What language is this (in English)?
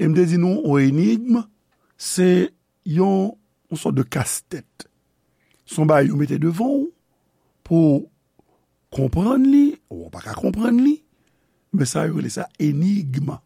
Haitian Creole